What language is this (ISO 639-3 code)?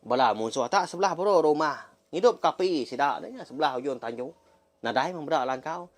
iba